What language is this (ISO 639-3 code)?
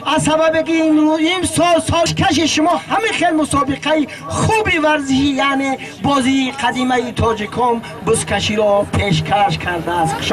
tgk